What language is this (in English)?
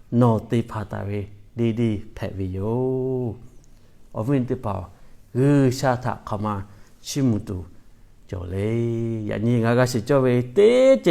Lahu